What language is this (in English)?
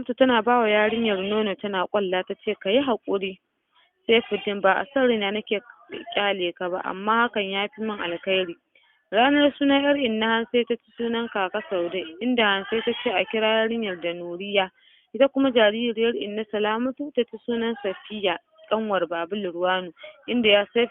Hausa